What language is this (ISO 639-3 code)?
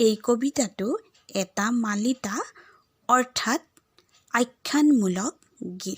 asm